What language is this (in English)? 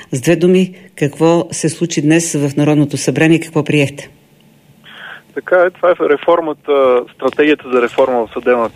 Bulgarian